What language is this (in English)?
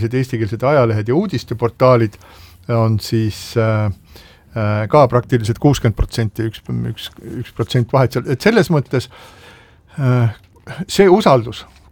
Estonian